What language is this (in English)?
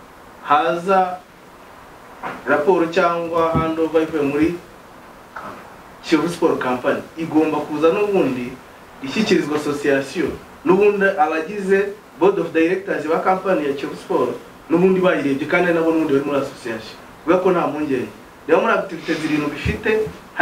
Kinyarwanda